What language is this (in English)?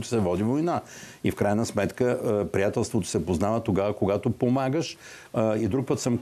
Bulgarian